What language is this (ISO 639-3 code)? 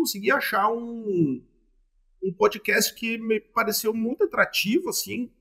por